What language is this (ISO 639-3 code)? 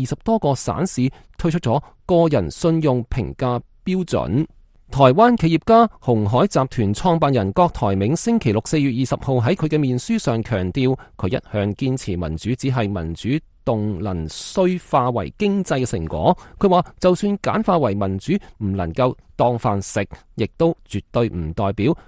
yue